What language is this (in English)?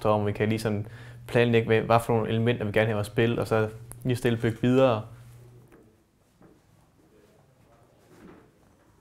Danish